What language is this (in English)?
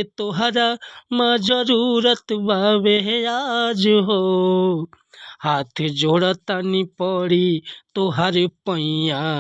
Bhojpuri